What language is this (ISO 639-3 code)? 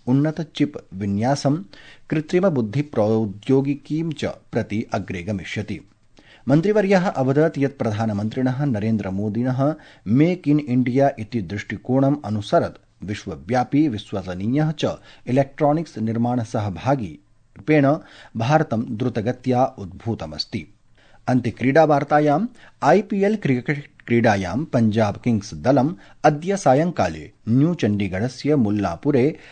san